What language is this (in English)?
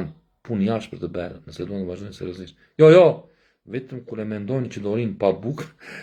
Albanian